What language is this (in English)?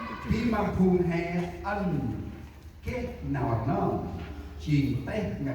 Central Mnong